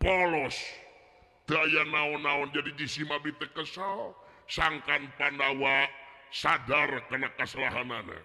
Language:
Sundanese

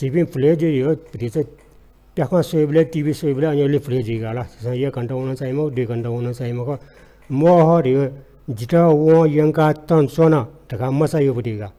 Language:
Newari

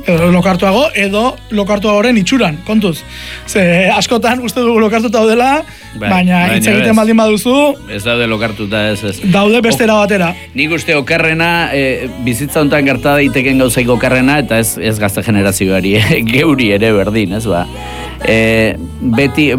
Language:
Basque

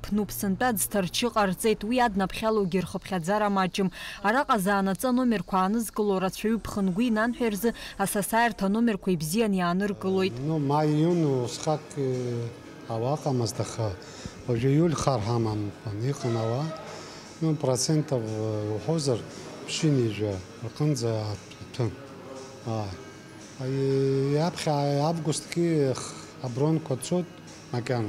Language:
Abkhazian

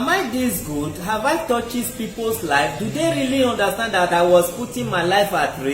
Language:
Nigerian Pidgin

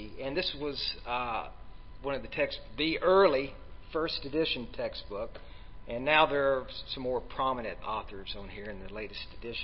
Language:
English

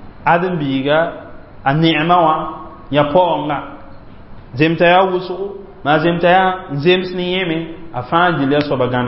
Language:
Mossi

